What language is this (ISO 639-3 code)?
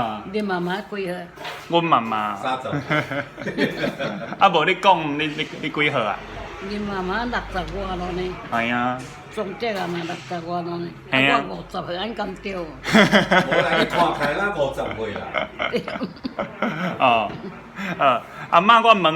nan